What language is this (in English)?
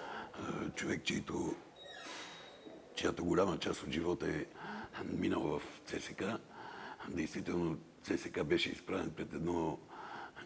Bulgarian